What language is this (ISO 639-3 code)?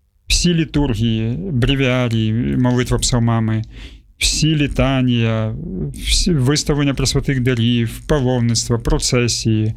ukr